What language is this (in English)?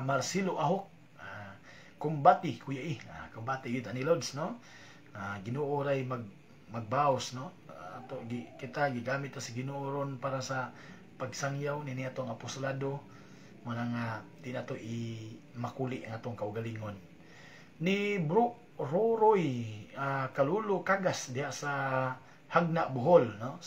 Cebuano